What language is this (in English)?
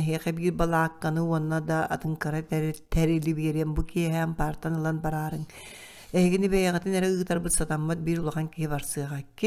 Yakut